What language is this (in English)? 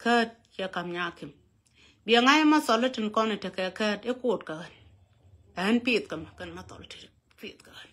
Nuer